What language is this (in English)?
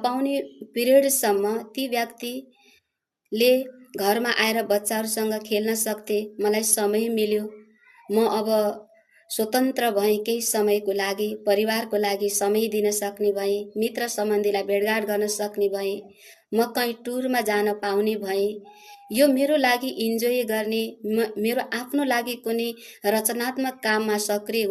Nepali